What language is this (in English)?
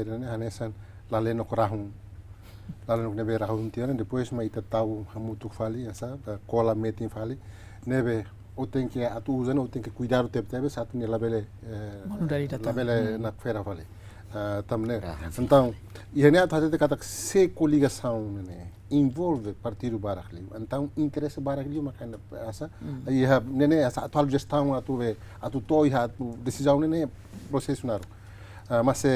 Tetum